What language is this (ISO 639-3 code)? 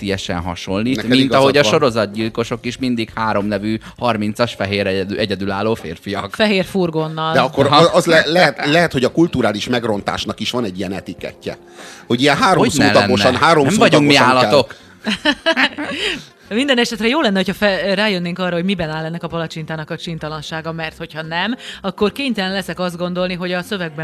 hun